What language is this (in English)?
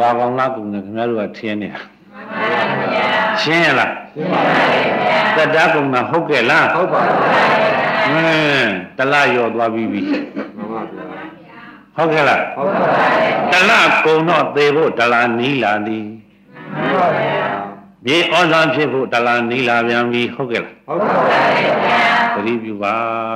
Burmese